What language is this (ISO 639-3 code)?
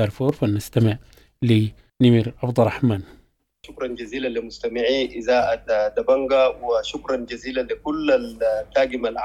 apd